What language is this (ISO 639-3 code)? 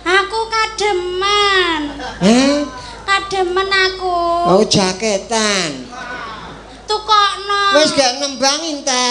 jav